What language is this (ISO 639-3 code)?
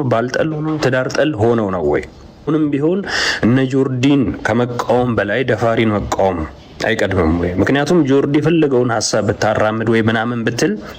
amh